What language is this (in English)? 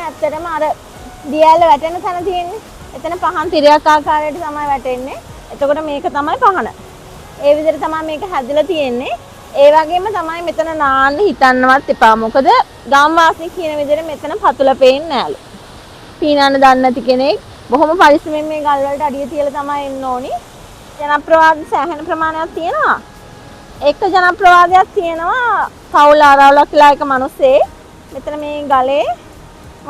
Sinhala